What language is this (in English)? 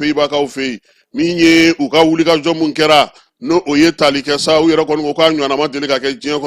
Bambara